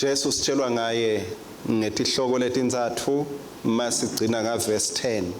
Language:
Swati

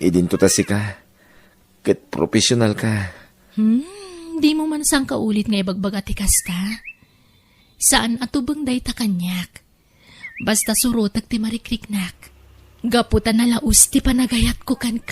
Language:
Iloko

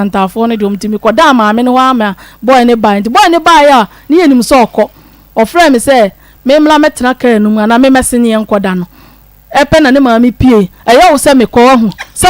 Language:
Akan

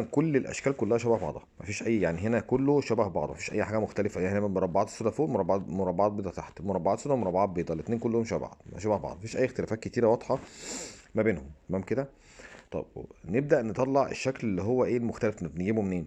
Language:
Egyptian Arabic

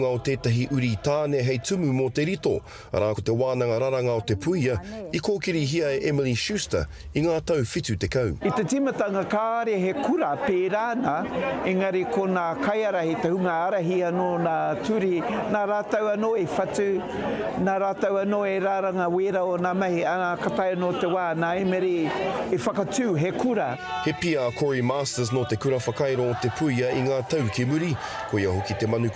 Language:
Māori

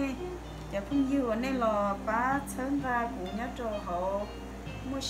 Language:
Hmong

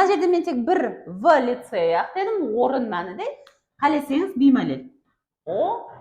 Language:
Kara-Kalpak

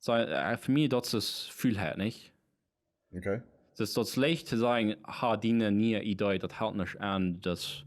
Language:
Plautdietsch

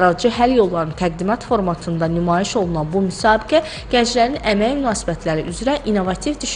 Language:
Azerbaijani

